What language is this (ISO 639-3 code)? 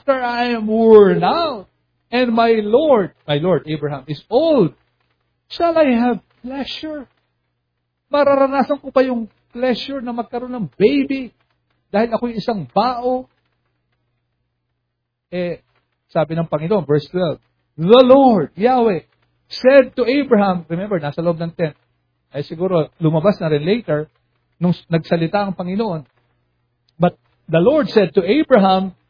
fil